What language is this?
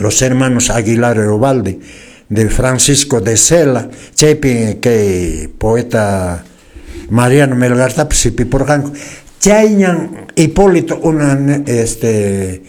Quechua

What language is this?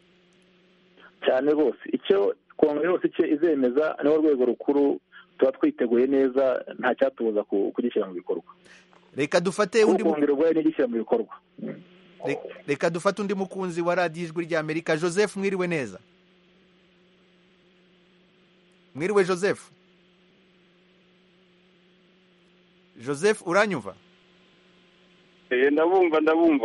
Kinyarwanda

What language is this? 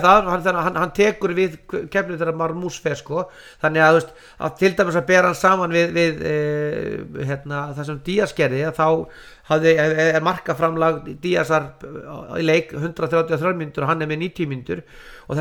Icelandic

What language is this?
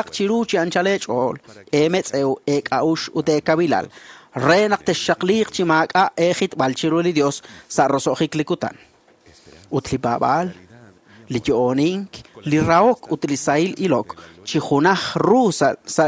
Kekchí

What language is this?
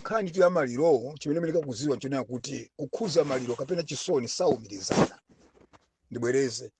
Nyanja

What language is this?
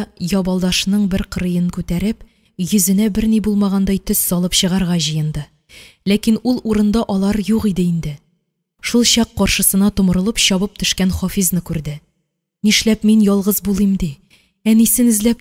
Tatar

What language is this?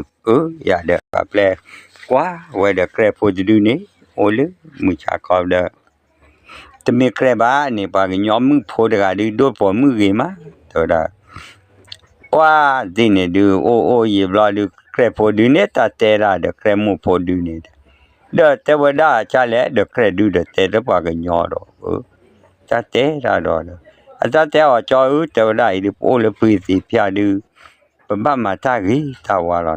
S'gaw Karen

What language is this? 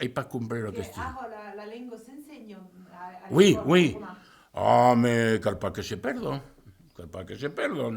Occitan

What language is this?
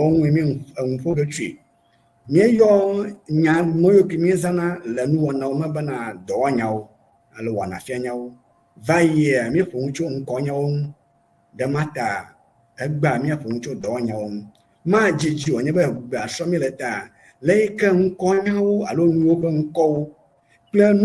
Ewe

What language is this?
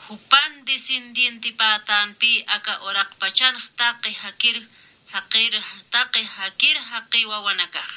Aymara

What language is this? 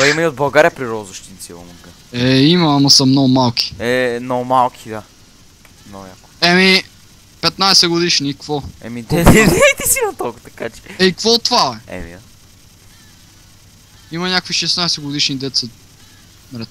Bulgarian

